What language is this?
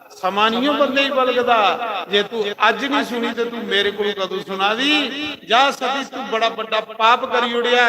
Dogri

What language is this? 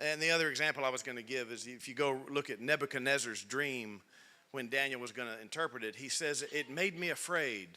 English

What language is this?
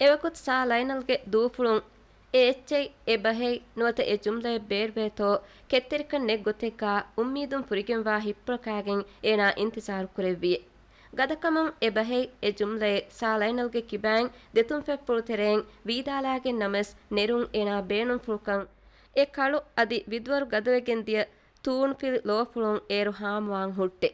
Divehi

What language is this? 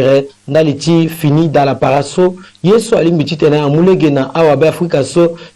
Sango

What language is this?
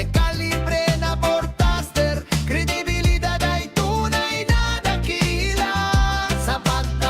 Bikol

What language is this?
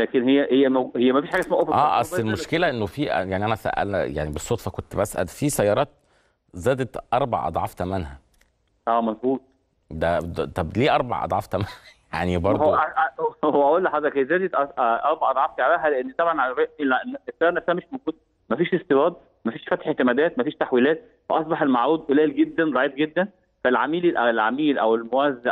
Egyptian Arabic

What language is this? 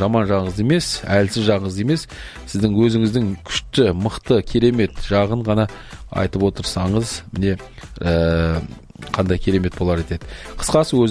Kazakh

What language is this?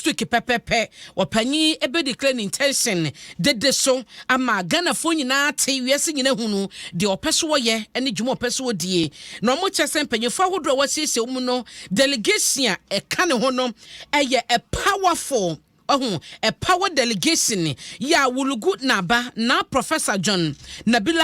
Akan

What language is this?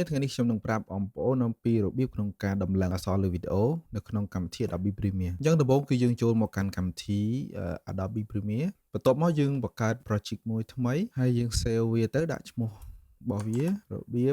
Khmer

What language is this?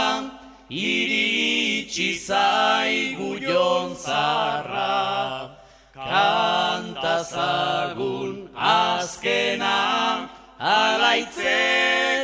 Basque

